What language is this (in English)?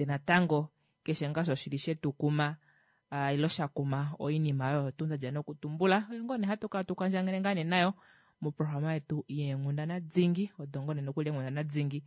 Kuanyama